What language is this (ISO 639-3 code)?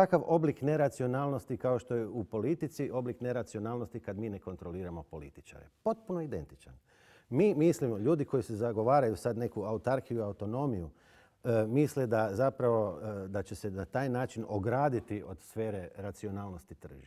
hrv